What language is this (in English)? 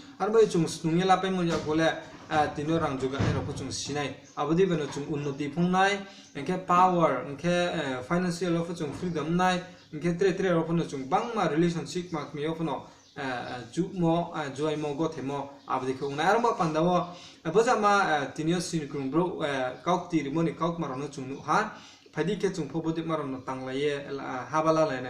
Riang (India)